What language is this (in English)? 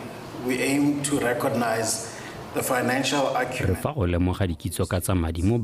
Tswana